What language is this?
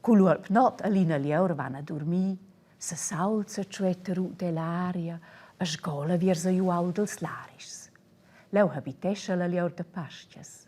Romansh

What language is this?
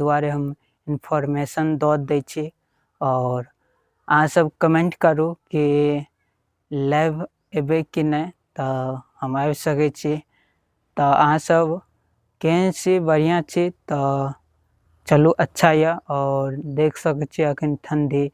Maithili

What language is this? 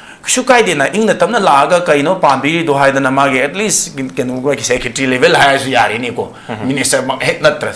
Manipuri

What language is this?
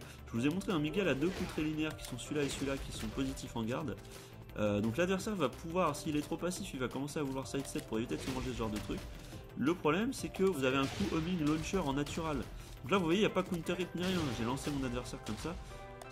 French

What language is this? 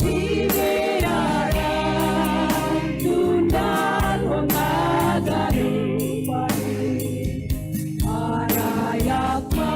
Batak Simalungun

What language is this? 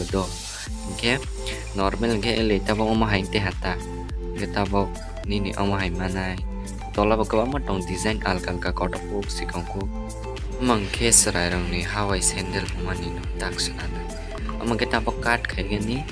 Kok Borok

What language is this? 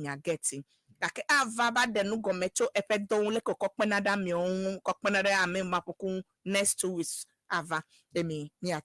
Ewe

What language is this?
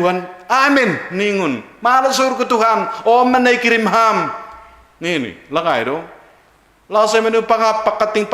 Batak Simalungun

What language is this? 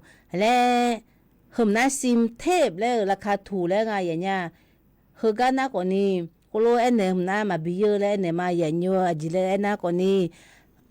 Akha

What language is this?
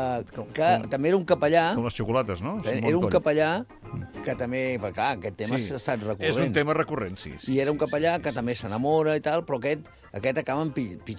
Catalan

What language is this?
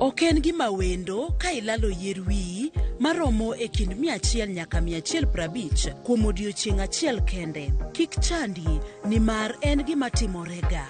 Luo (Kenya and Tanzania)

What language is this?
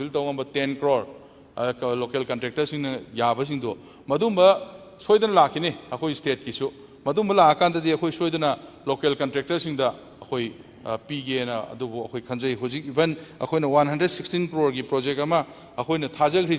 Manipuri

